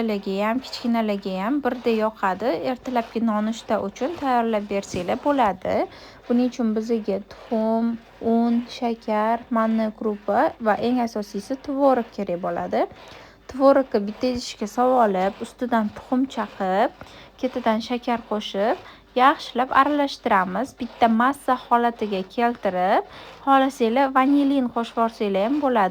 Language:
Uzbek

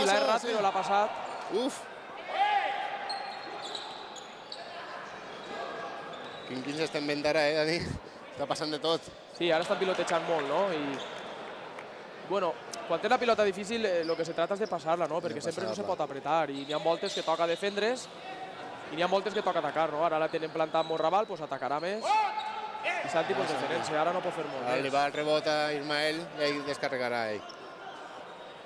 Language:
Catalan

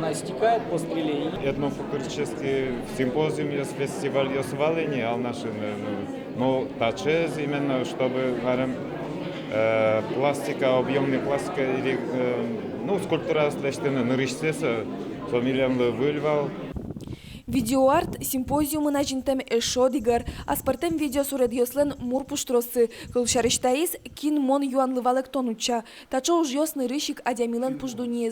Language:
Udmurt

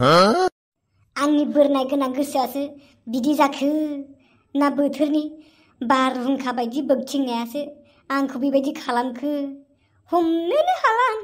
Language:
Bodo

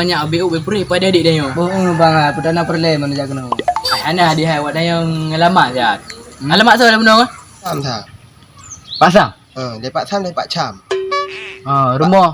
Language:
Achinese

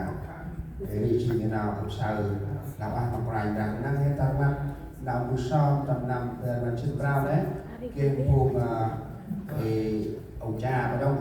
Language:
Central Mnong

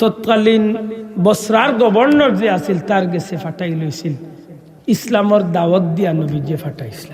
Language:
Sylheti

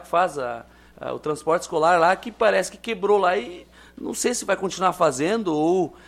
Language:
Portuguese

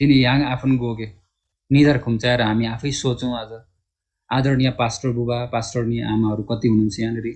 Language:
Eastern Tamang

